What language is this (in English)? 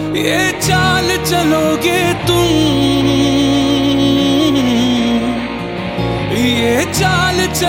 Hindi